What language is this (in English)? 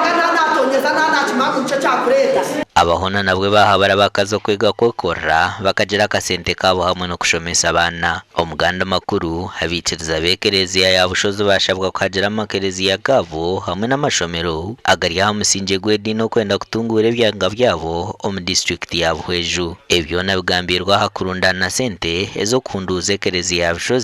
Nyankole